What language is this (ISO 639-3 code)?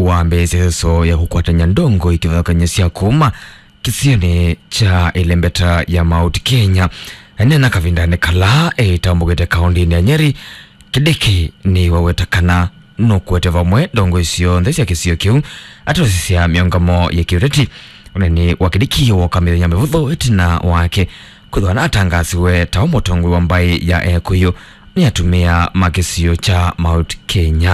kam